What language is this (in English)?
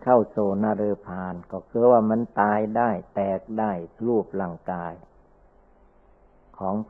Thai